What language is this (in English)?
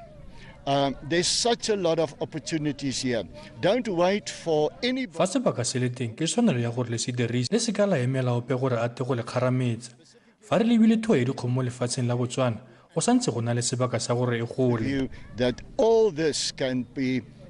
Tswana